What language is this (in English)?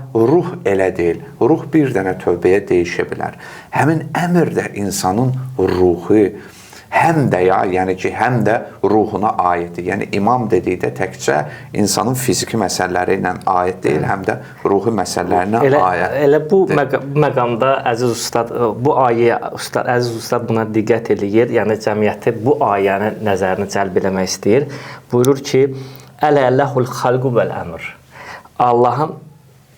Azerbaijani